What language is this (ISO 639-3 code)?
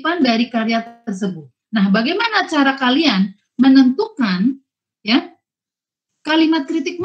ind